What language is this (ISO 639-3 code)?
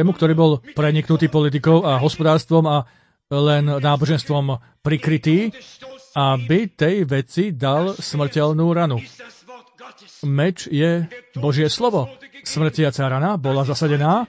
slk